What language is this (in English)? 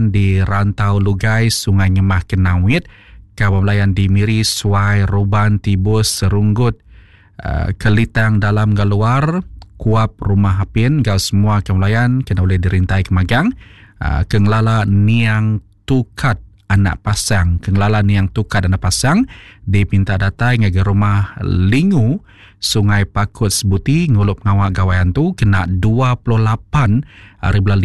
Iban